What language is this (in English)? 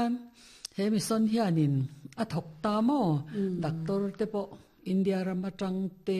Mizo